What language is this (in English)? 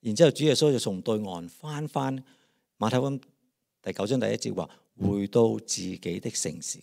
Cantonese